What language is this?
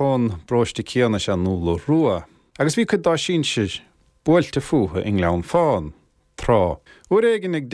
Irish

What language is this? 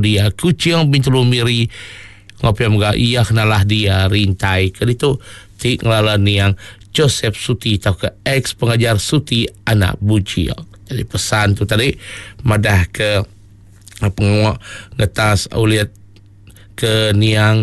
Iban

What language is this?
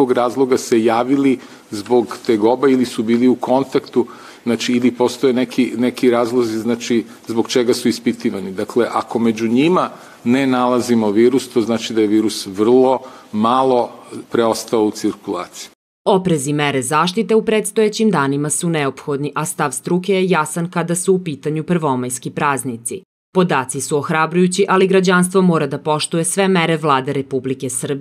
Serbian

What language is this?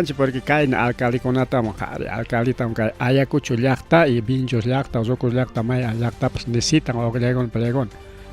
Ayacucho Quechua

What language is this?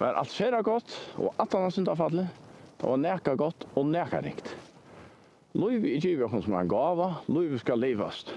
Faroese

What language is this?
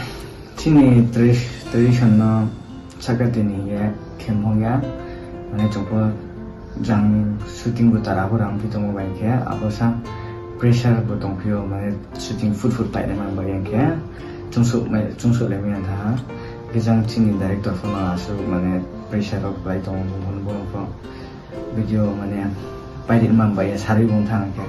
Riang (India)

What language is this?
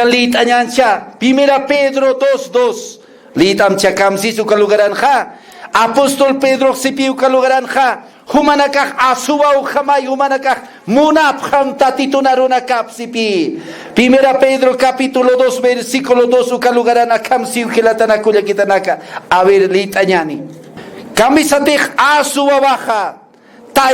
Aymara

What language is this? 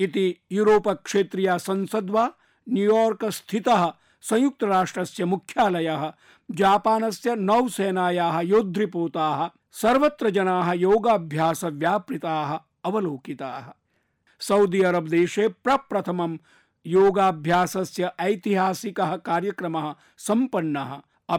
Sanskrit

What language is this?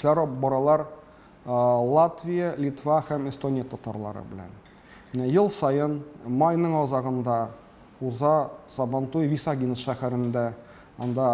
Tatar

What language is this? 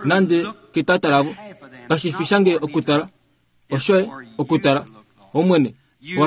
Kuanyama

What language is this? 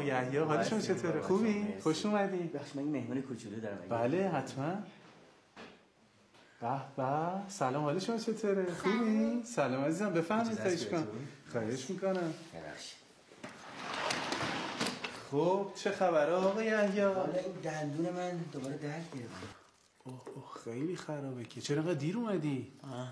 Persian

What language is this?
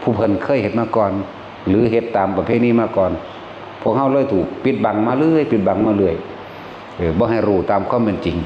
Northeastern Thai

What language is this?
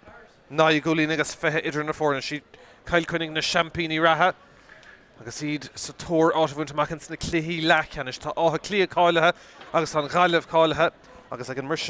Irish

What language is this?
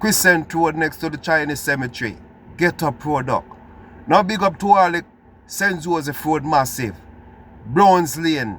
Jamaican Creole English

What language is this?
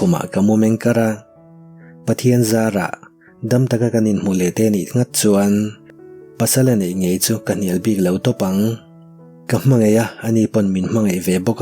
Mizo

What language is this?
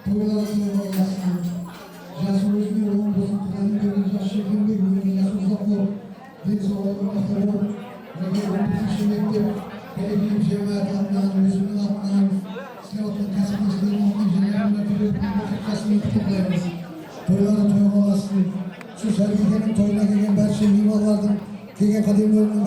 Kara-Kalpak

